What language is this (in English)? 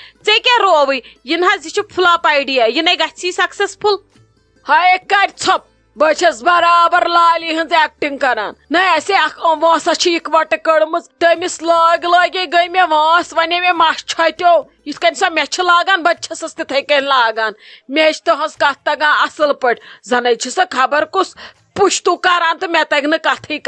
Kashmiri